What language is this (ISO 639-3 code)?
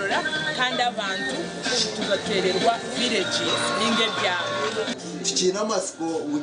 nyn